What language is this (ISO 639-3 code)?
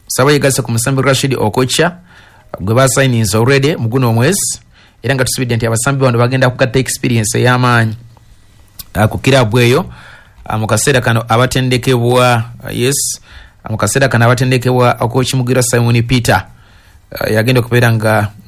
lug